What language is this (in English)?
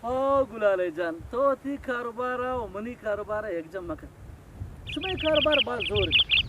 Eastern Balochi